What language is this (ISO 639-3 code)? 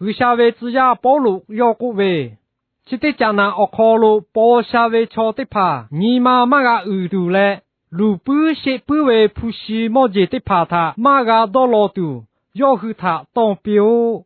lhu